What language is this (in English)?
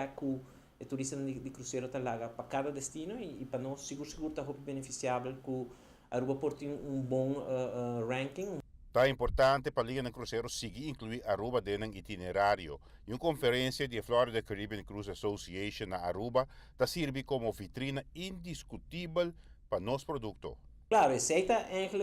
Papiamento